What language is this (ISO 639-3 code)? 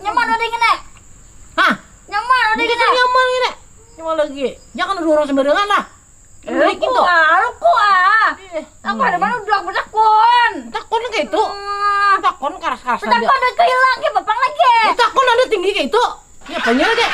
bjn